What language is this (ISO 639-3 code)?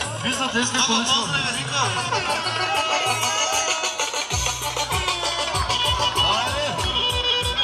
tur